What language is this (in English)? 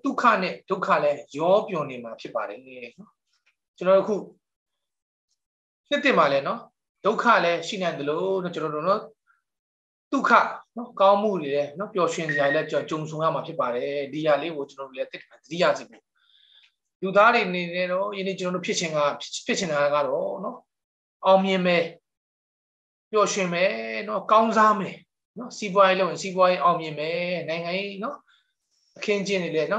Burmese